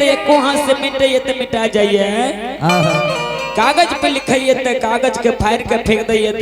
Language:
Angika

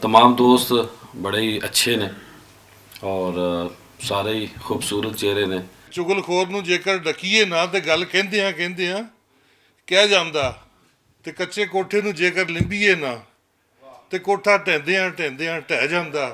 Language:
Western Panjabi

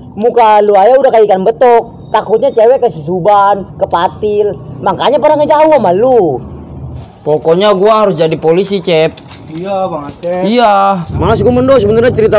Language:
Betawi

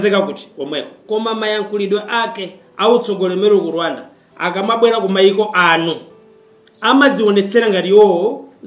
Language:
Nyanja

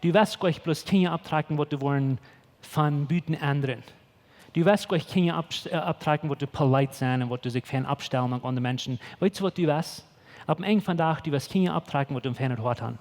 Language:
Plautdietsch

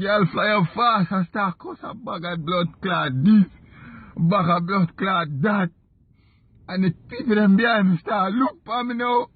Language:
Jamaican Creole English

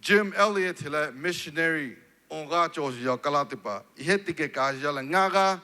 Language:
Lahu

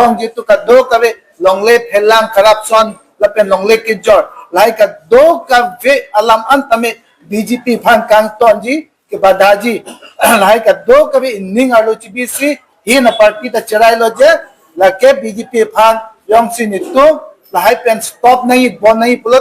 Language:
Karbi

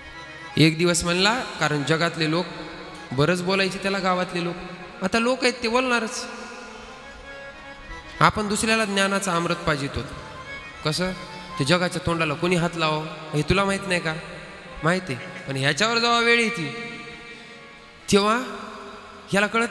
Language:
Marathi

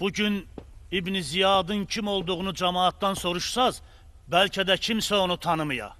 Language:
Azerbaijani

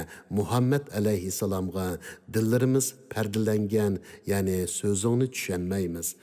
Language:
Uyghur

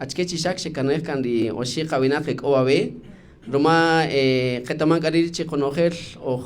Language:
Kaqchikel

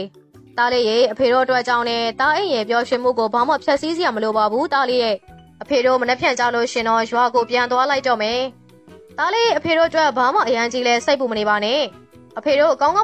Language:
Burmese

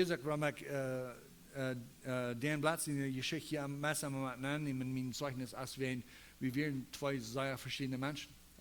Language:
Plautdietsch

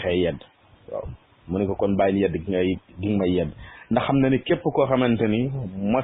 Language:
Wolof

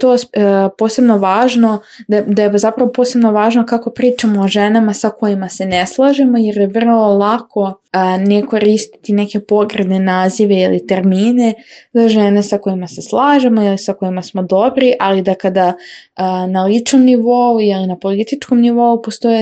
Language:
Serbian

